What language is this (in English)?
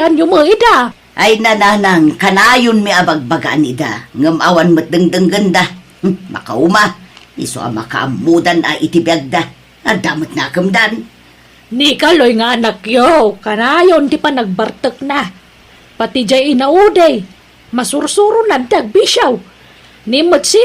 Iloko